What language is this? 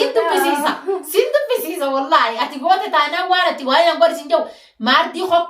Oromo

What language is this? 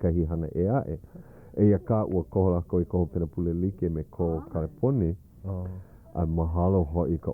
Hawaiian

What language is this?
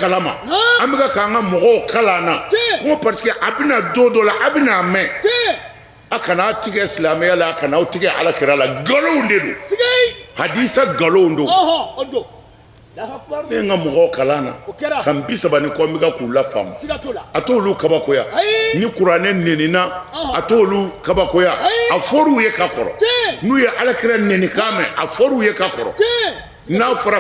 Bambara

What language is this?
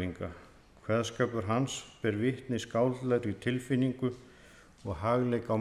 Icelandic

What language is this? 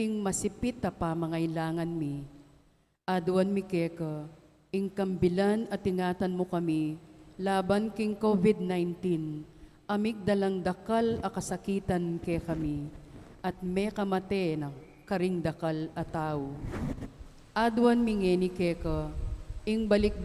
Pampanga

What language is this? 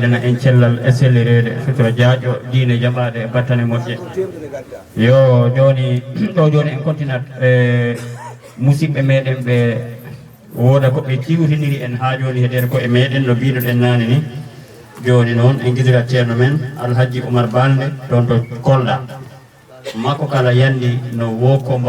Fula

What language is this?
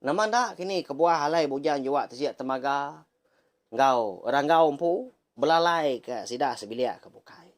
Iban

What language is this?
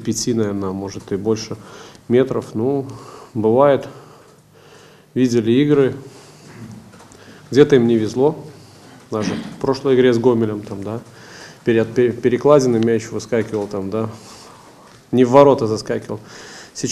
Russian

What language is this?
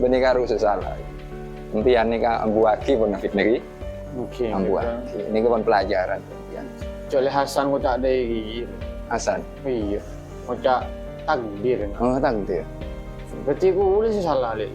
Madurese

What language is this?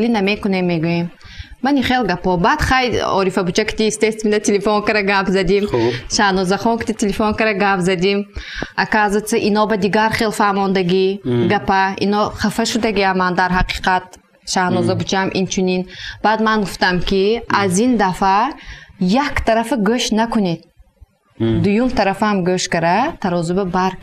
Tajik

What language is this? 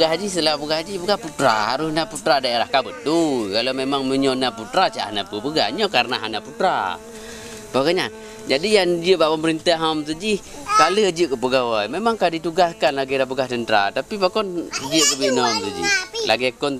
Achinese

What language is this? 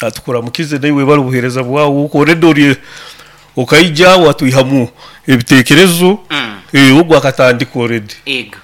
Nyoro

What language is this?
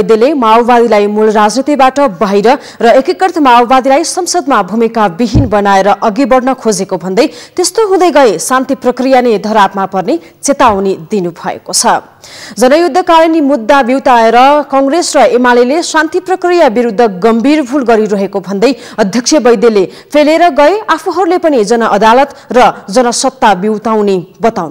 Nepali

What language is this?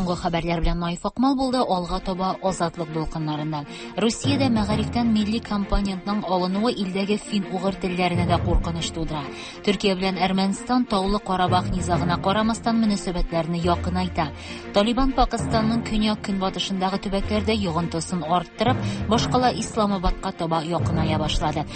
Tatar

